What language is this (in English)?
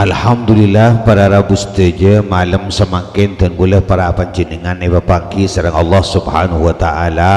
Madurese